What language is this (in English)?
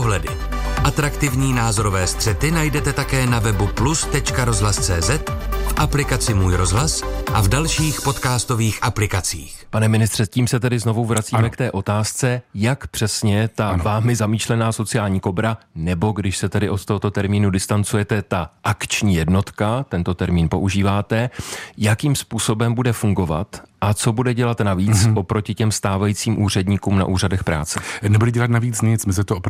Czech